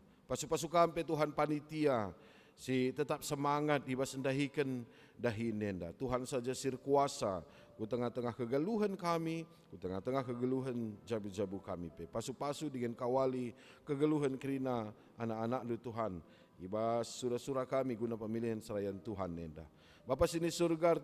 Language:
Batak Karo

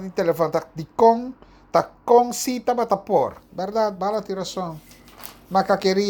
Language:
Papiamento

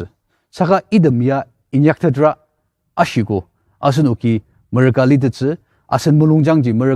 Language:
Ao Naga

